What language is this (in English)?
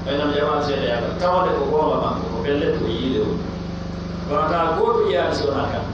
Pular